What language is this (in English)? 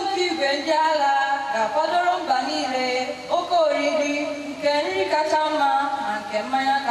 Igbo